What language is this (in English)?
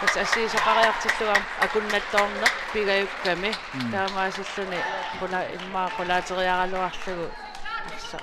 Kalaallisut